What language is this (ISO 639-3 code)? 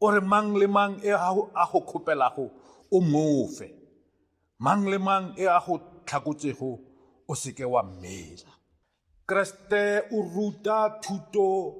nso